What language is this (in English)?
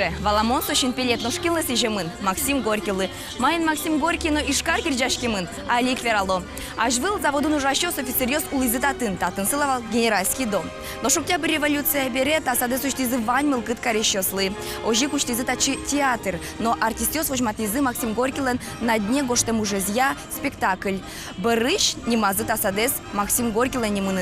Udmurt